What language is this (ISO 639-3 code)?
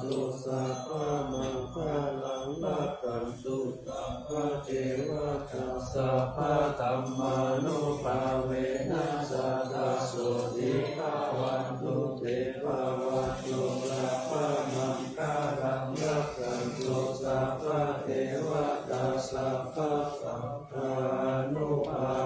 pli